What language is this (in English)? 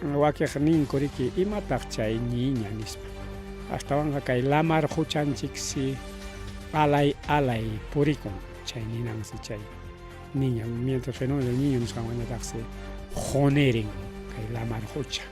Ayacucho Quechua